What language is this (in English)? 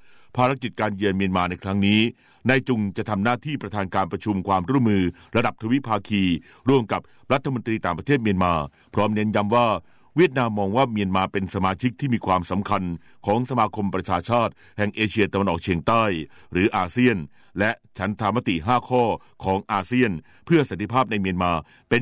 Thai